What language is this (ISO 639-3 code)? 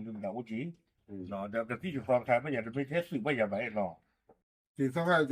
ksw